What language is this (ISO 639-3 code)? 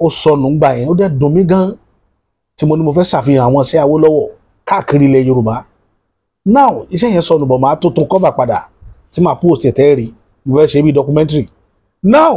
yor